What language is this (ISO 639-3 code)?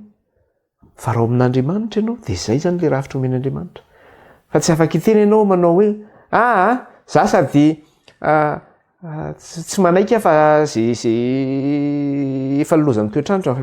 mlg